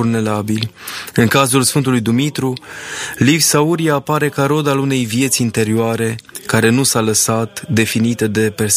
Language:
Romanian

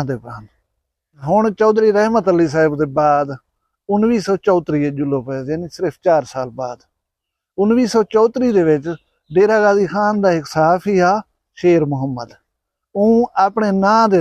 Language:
Saraiki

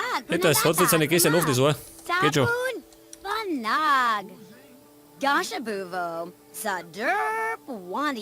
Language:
Bavarian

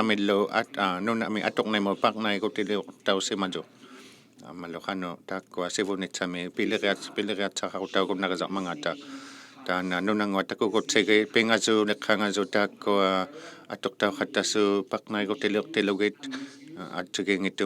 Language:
Inuktitut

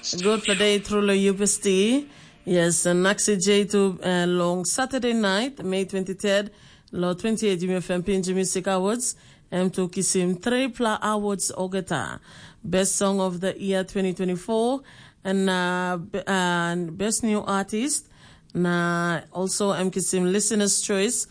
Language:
Tok Pisin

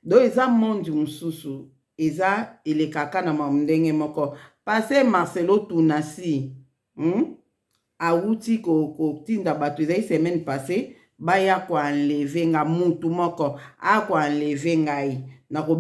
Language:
Lingala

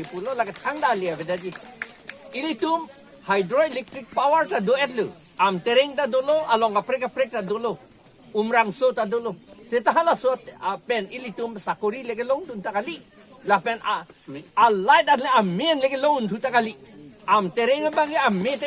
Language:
Karbi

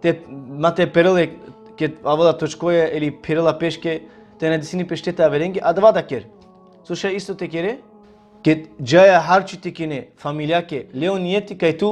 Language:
Balkan Romani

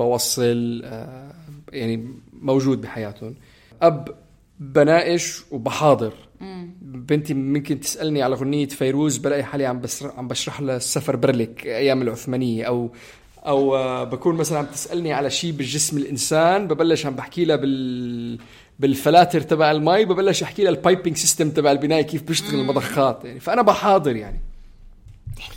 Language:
North Levantine Arabic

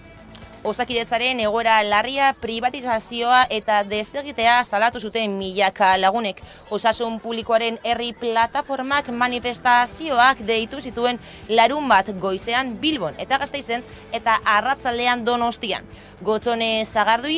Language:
Basque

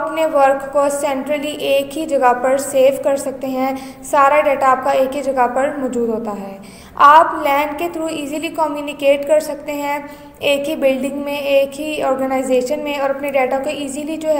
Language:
Hindi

